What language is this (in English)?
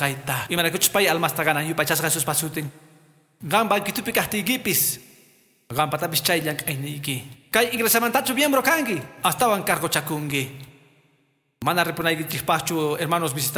Quechua